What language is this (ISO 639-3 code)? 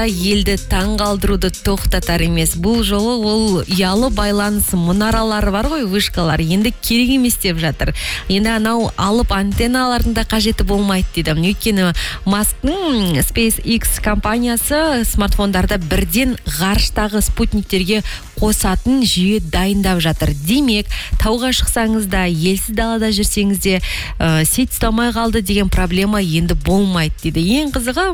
kaz